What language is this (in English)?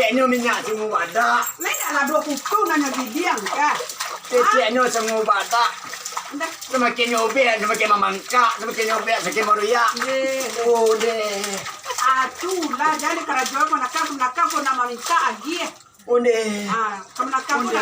Minangkabau